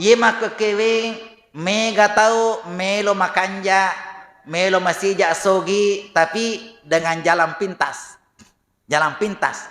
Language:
Buginese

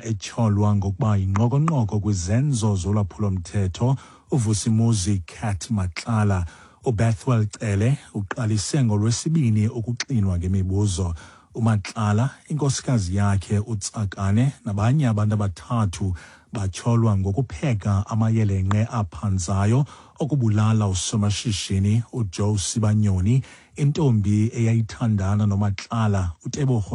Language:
Xhosa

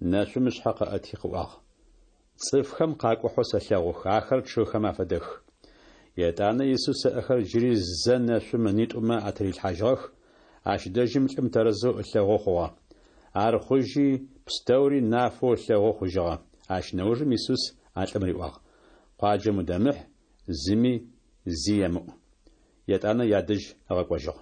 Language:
Adyghe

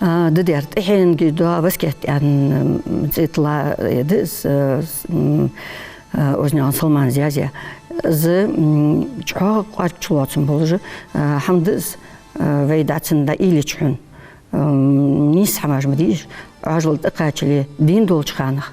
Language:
Ingush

